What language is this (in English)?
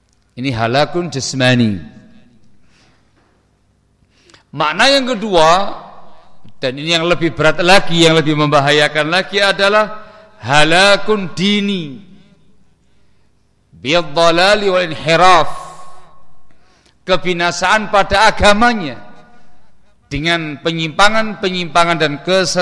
Indonesian